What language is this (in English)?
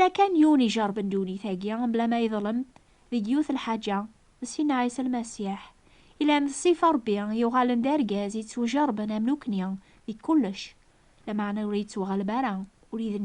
Kabyle